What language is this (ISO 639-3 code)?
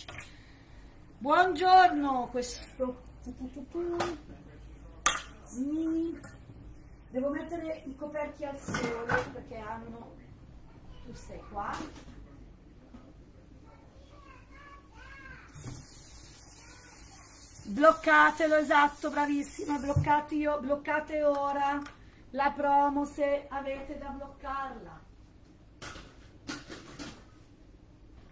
ita